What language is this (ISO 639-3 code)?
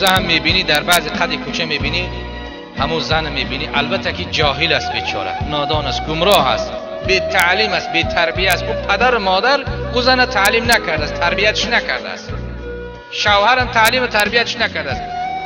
tgk